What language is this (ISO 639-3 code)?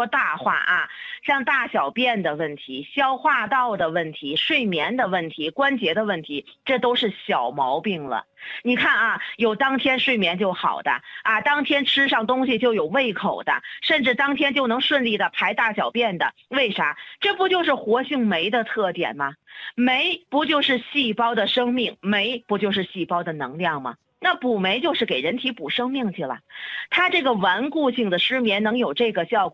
zho